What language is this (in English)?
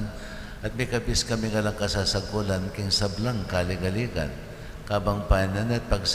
Pampanga